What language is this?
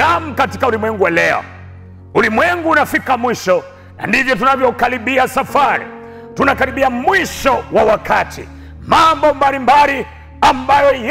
Swahili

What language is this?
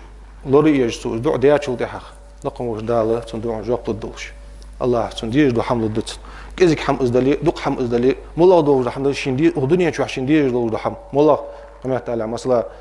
Ingush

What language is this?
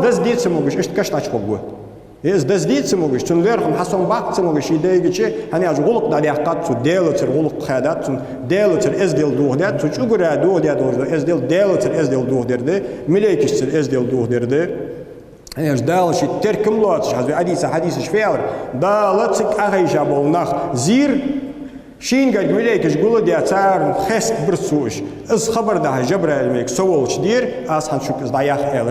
Ingush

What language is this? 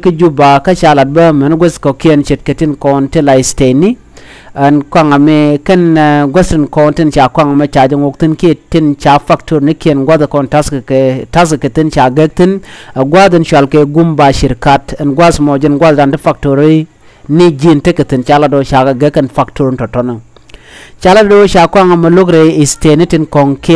Nuer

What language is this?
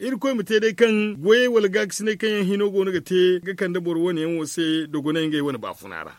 Zarma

